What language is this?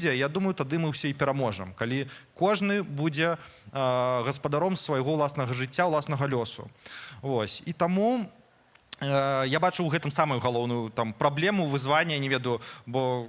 Belarusian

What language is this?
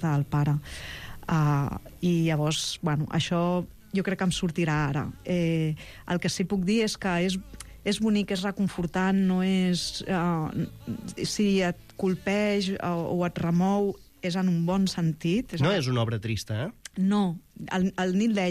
Catalan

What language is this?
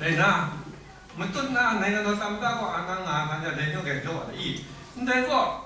Kachin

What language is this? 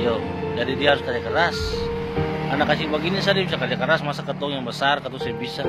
Ambonese Malay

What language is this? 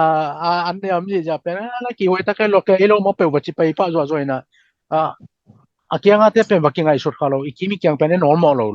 Tedim Chin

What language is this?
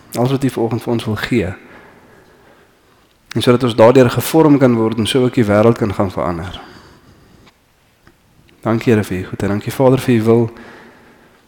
Afrikaans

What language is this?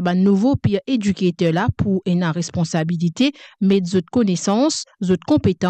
Morisyen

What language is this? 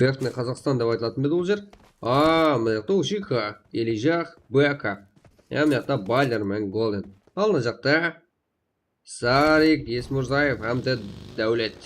Kara-Kalpak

